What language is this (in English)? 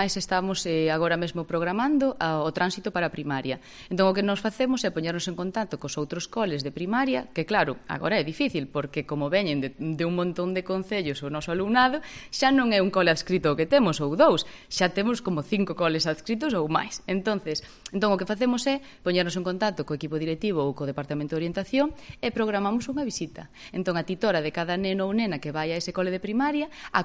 Galician